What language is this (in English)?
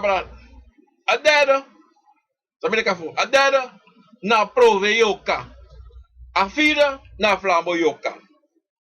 Sranan Tongo